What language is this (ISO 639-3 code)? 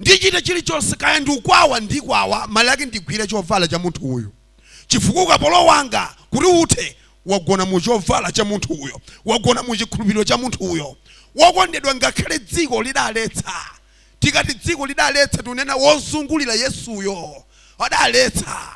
nya